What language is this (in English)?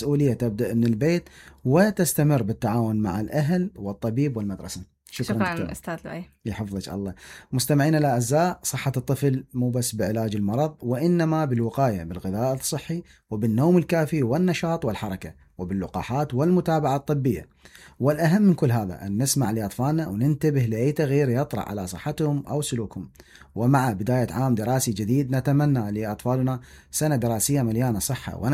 Mesopotamian Arabic